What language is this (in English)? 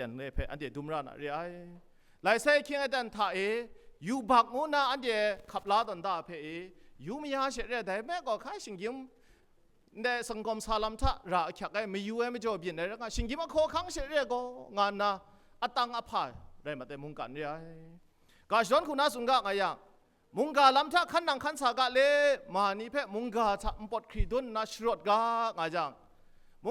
Kachin